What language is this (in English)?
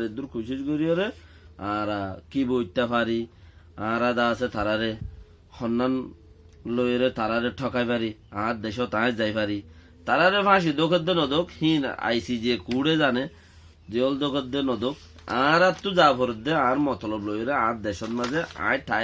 Rohingya